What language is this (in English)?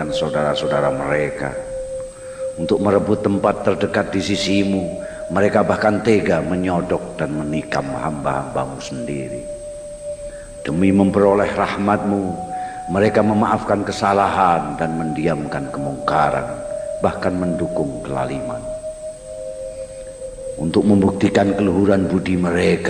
Indonesian